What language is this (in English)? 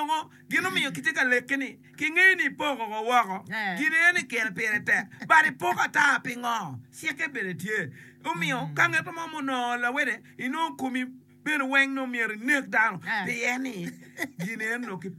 Acoli